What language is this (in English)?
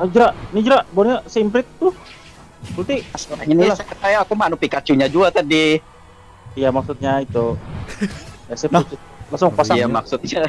Banjar